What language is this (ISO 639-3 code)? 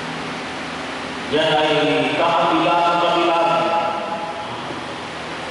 fil